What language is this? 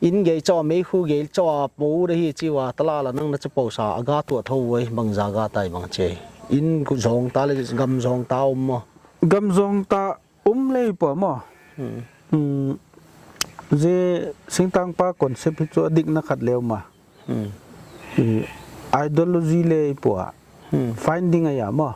Paite Chin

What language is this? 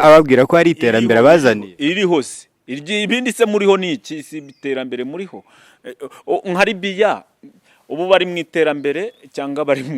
Kinyarwanda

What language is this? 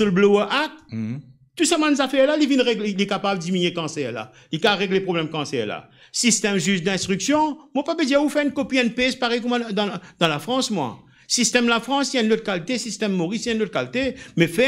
Morisyen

